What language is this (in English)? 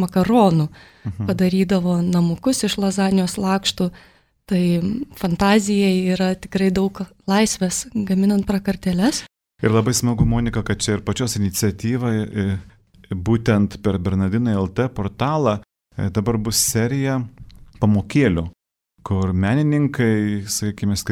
Lithuanian